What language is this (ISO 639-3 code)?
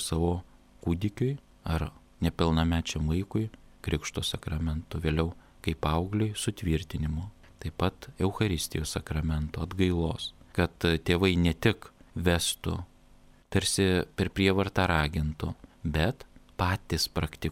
lit